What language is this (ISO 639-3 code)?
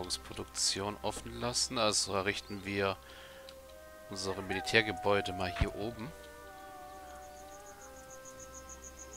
deu